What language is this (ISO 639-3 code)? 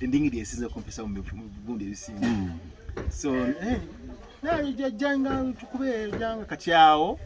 lug